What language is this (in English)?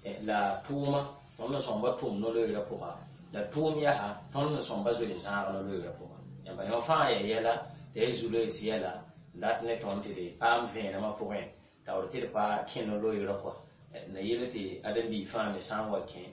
Mossi